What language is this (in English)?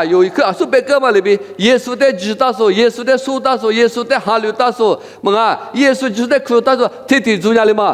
Lisu